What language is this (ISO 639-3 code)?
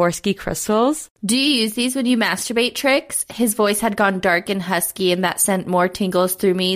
eng